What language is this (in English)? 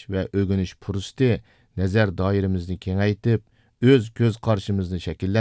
Uyghur